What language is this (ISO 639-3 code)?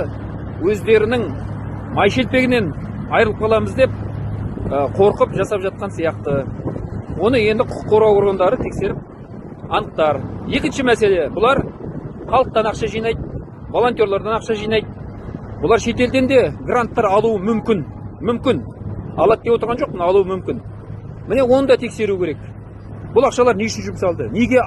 kaz